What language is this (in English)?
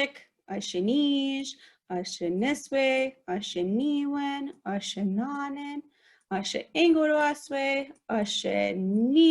Chippewa